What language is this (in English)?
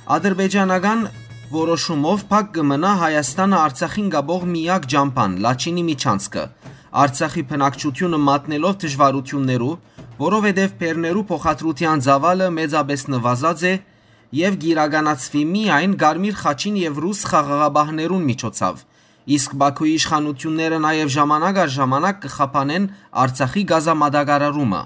Western Armenian